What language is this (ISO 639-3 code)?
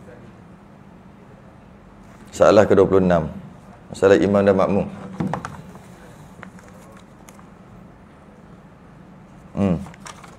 msa